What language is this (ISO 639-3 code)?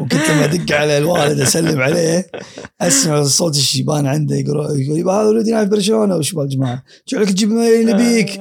afb